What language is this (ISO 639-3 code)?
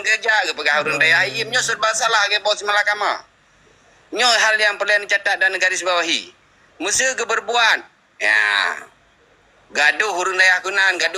ace